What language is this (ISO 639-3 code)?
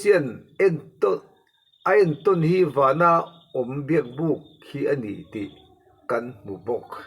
lus